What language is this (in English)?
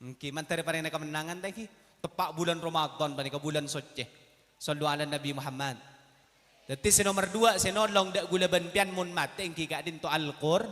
Madurese